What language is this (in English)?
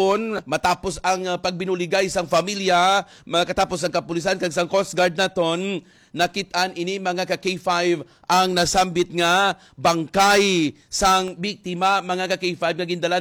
Hiligaynon